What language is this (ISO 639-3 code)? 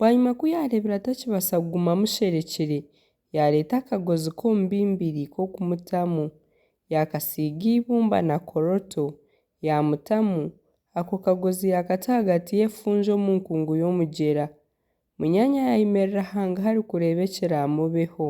nyn